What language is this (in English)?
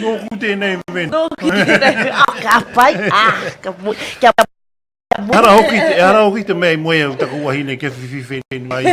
Māori